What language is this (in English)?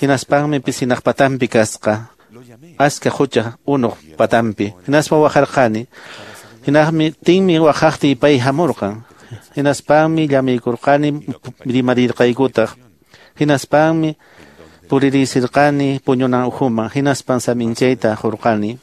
Quechua